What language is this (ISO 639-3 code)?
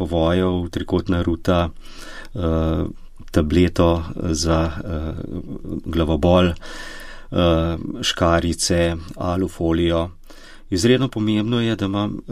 slv